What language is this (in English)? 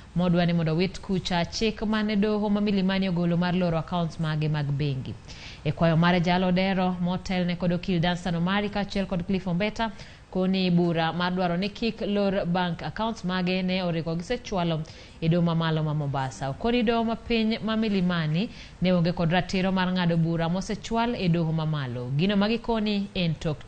Luo (Kenya and Tanzania)